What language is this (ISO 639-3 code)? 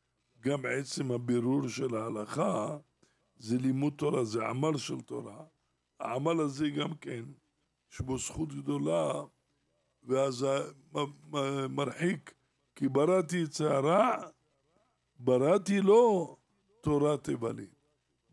heb